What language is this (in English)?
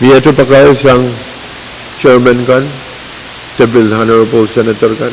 Pohnpeian